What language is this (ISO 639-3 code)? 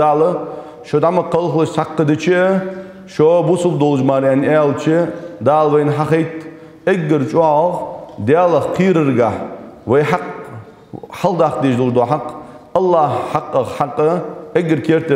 inh